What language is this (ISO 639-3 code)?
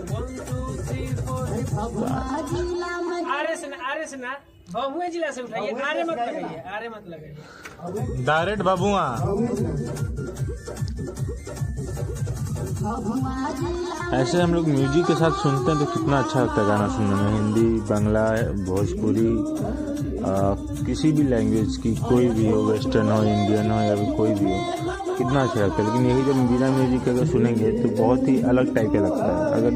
hin